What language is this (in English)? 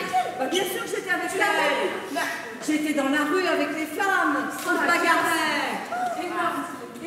French